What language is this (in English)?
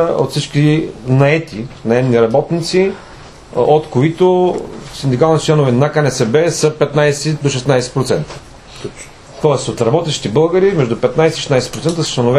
Bulgarian